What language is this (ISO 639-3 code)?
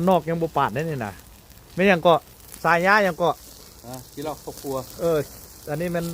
lao